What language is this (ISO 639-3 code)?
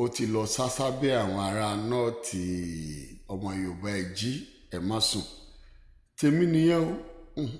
yor